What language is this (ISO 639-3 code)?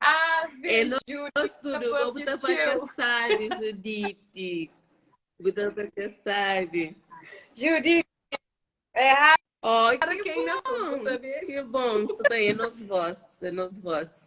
kea